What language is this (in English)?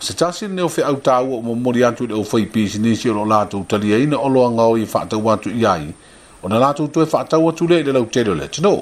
Samoan